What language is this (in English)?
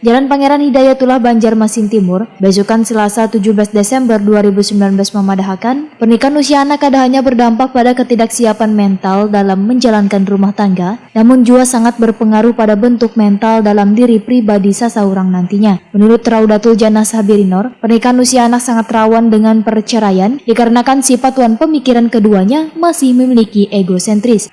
Banjar